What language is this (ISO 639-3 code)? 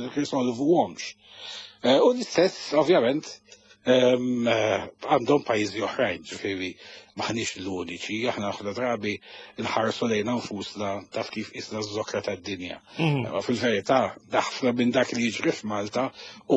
mlt